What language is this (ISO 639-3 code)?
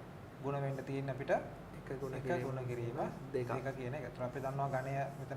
sin